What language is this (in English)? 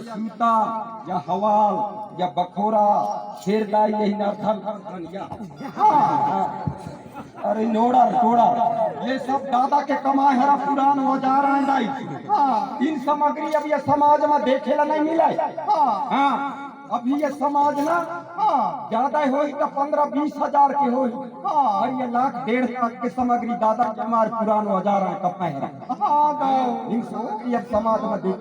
Chhattisgarhi